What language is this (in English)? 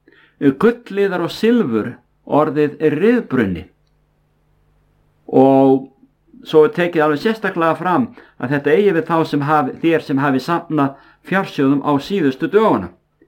Icelandic